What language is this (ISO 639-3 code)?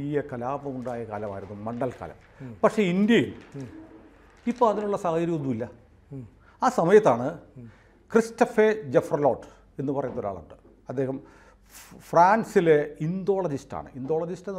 mal